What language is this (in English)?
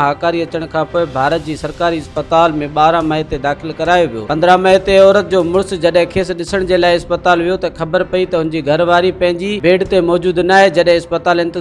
Sindhi